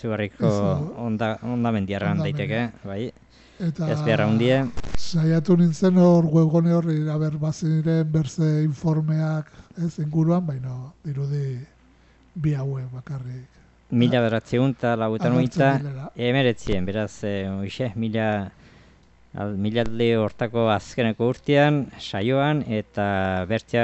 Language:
Basque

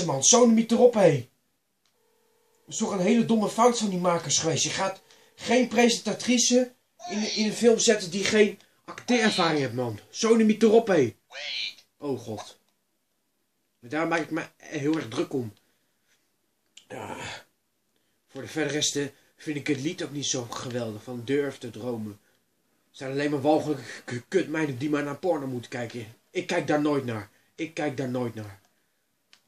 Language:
Dutch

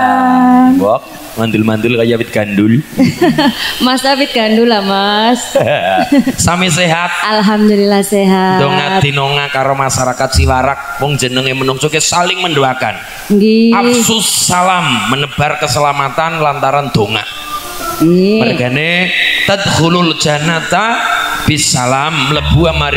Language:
Javanese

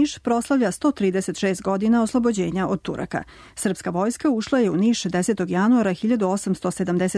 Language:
Serbian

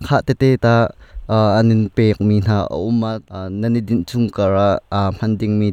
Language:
Hakha Chin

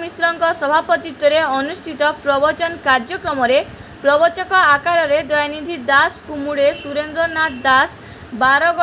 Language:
Odia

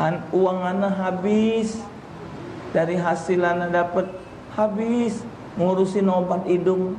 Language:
Musi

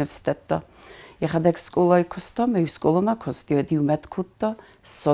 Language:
Ossetic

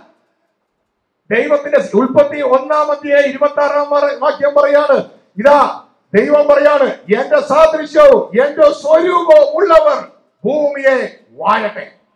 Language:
Malayalam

